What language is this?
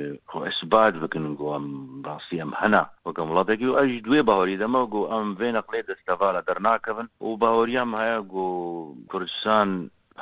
Kurdish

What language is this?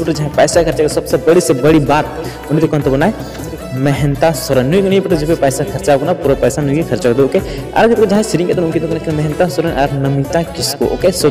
Santali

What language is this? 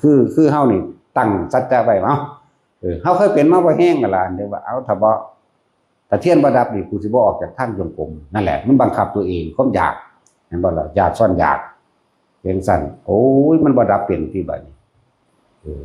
Northeastern Thai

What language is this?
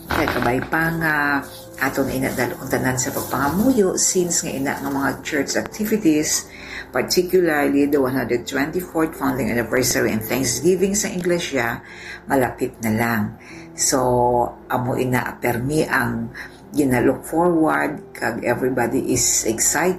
Hiligaynon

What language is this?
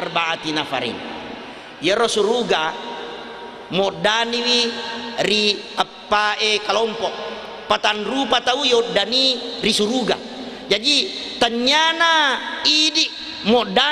Buginese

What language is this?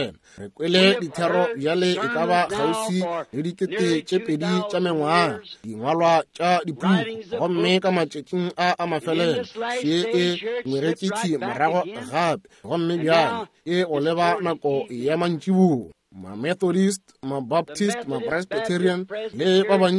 Northern Sotho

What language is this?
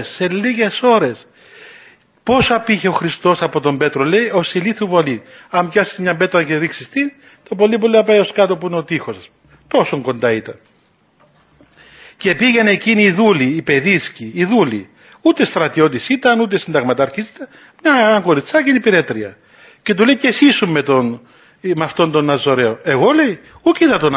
Greek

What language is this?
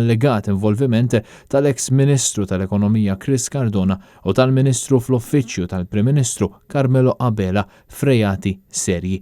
Maltese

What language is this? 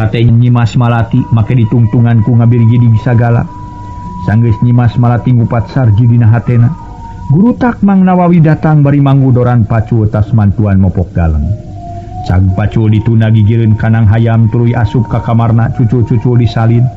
Sundanese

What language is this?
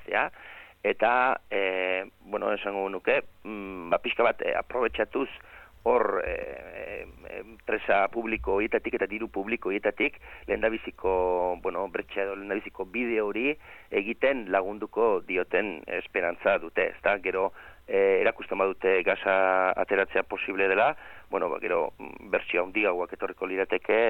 Basque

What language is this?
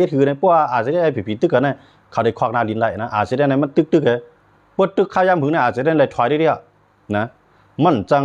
Shan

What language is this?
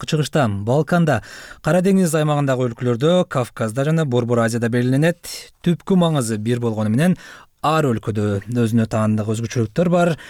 Kyrgyz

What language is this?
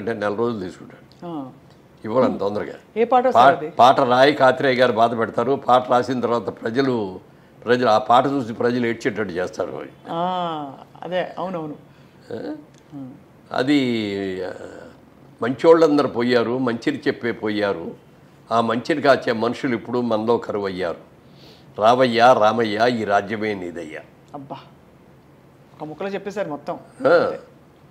Telugu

